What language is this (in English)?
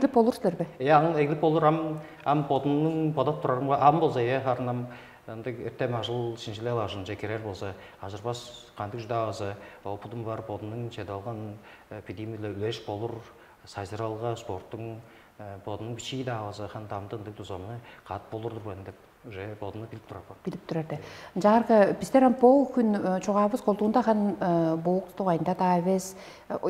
Tuvinian